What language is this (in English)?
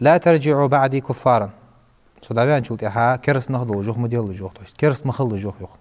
Ingush